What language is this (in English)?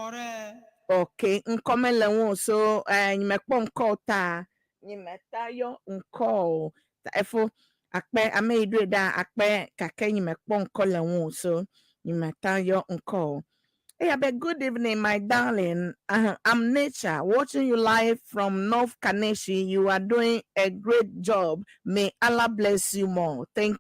Ewe